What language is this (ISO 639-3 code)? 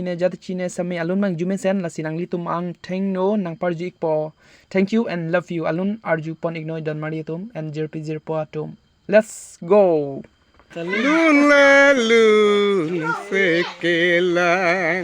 mjw